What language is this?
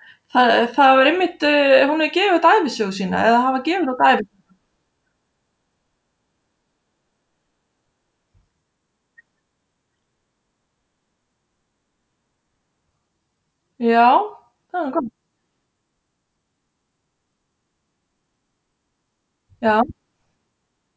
Icelandic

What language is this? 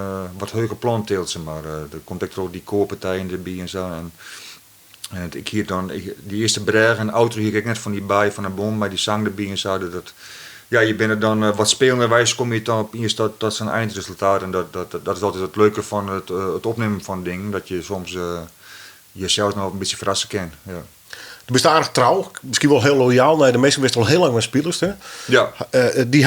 Western Frisian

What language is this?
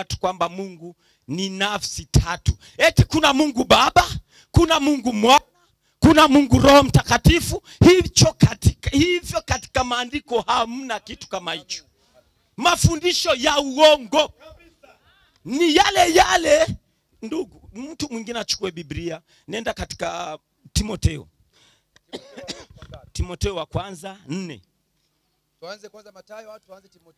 Swahili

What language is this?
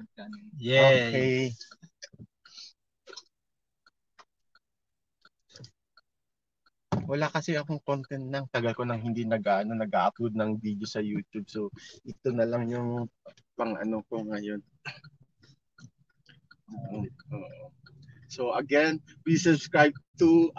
Filipino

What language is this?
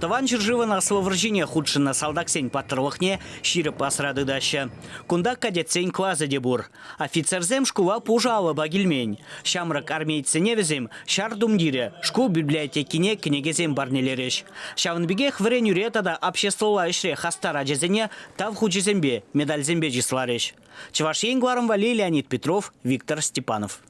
Chuvash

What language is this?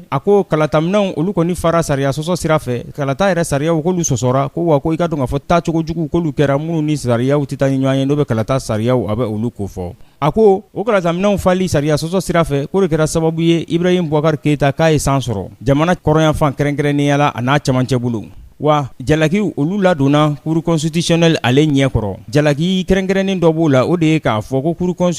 Bambara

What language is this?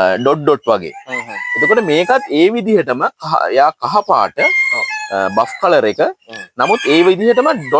Sinhala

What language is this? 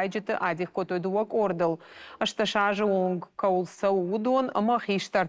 Ossetic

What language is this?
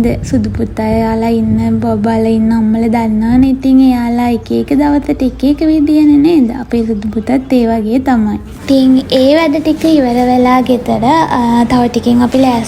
Sinhala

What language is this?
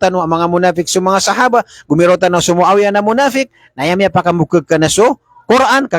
Maranao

